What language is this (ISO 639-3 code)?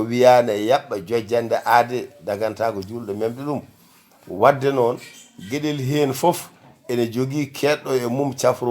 ful